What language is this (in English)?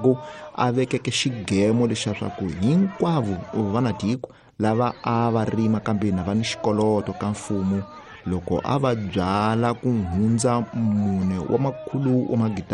Tsonga